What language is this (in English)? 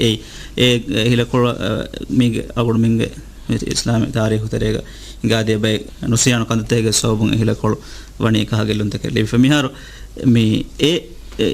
Divehi